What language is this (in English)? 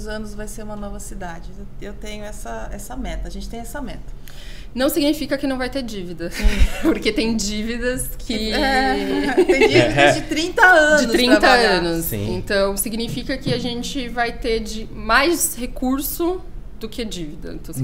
Portuguese